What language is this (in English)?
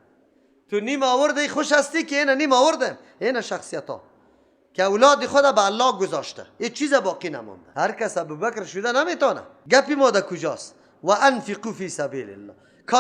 Persian